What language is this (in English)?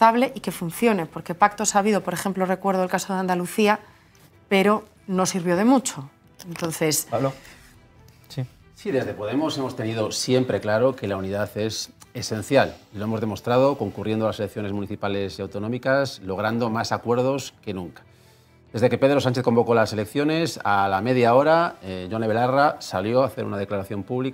Spanish